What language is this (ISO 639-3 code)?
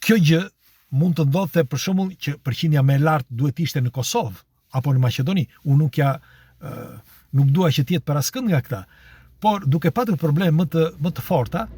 sqi